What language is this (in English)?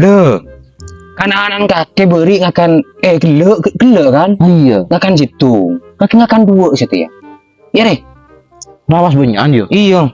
Madurese